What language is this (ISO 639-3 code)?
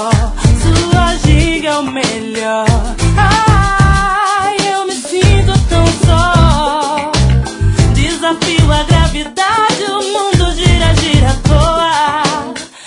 por